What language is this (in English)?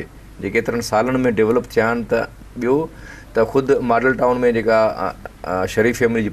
Sindhi